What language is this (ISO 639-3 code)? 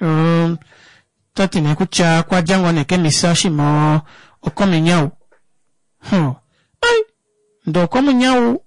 kua